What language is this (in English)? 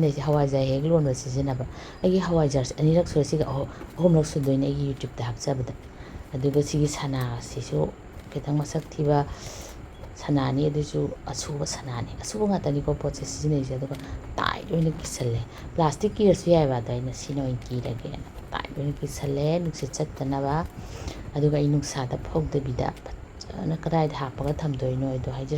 Manipuri